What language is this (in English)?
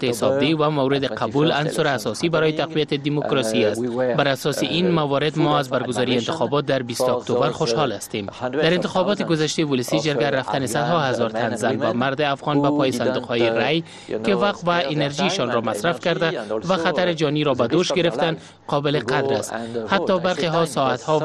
Persian